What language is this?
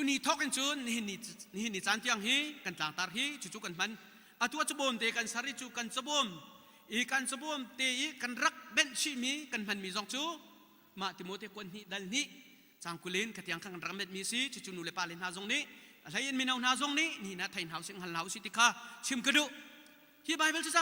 Hakha Chin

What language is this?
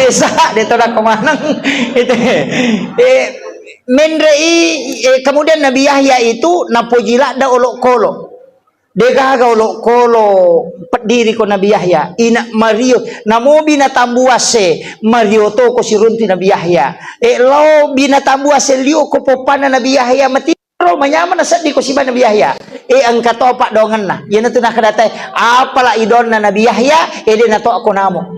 Buginese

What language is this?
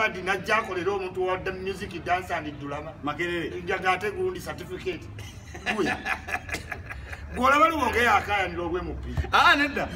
Ganda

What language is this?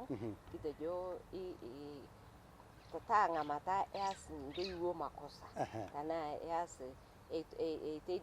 Masai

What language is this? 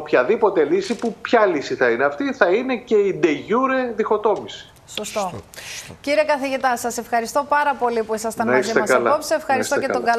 Greek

